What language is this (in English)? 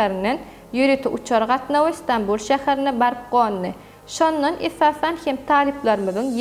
Turkmen